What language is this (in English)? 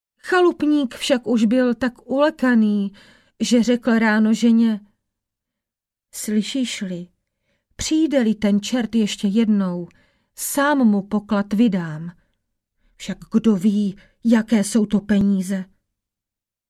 Czech